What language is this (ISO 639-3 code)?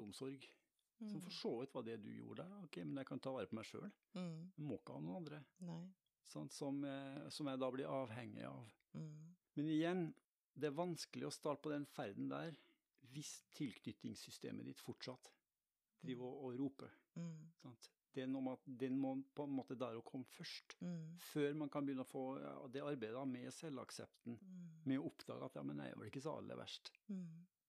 nor